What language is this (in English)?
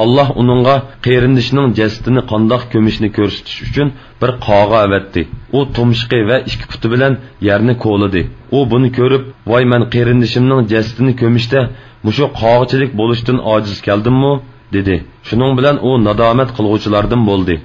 Uyghur